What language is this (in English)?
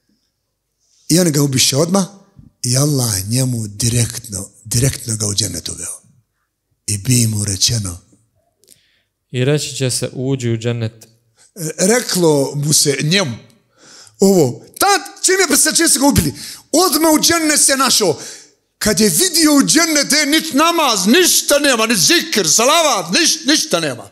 Bosnian